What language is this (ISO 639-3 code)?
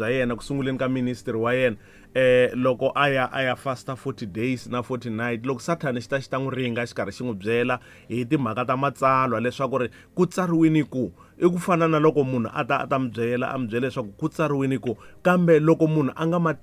tso